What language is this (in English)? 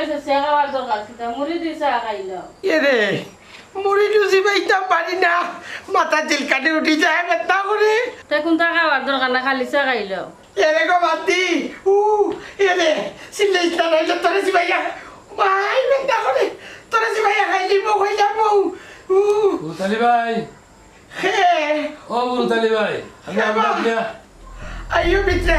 Sylheti